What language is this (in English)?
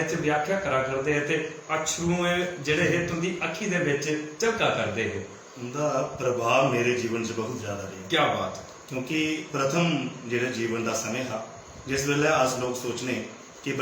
Dogri